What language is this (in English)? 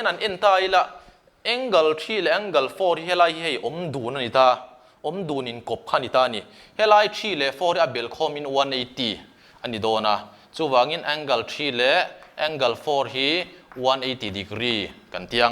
Mizo